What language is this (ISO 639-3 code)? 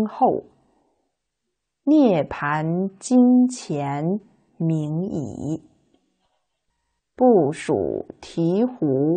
zho